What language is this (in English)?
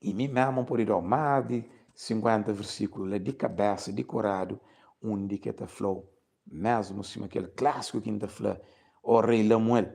Kabuverdianu